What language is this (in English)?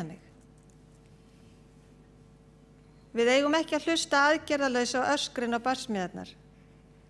Icelandic